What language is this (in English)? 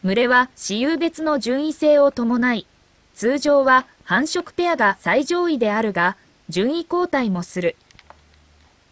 Japanese